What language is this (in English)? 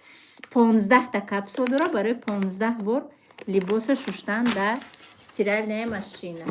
Tajik